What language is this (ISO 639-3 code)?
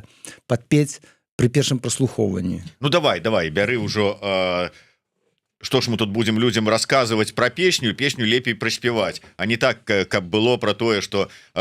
bel